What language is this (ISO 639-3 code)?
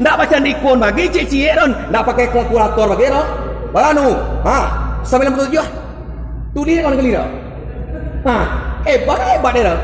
min